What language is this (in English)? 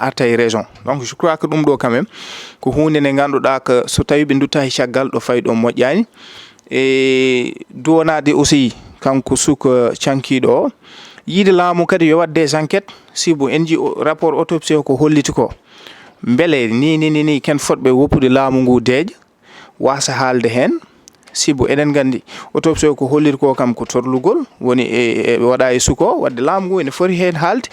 Fula